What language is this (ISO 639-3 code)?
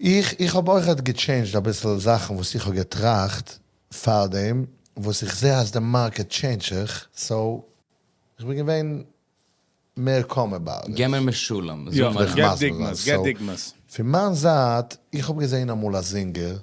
yid